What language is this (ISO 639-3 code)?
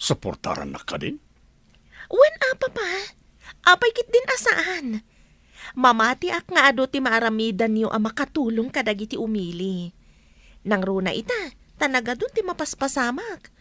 ilo